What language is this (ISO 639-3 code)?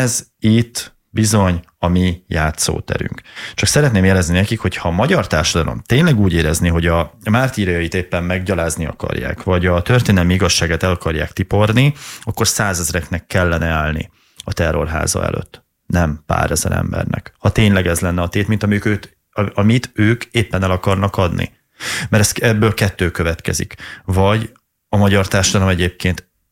hun